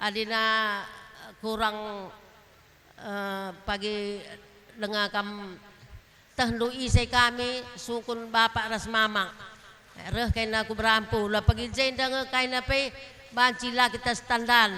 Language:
Batak Karo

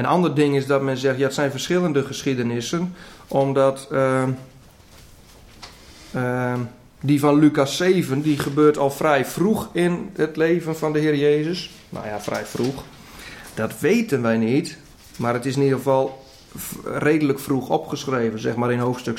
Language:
Dutch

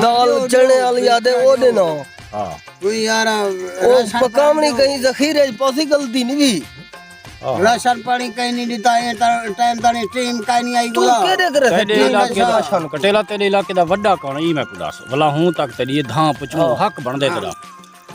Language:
Saraiki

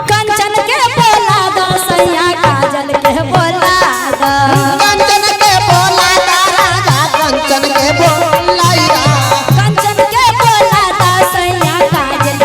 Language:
Magahi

